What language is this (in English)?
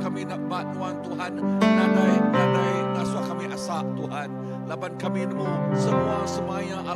Iban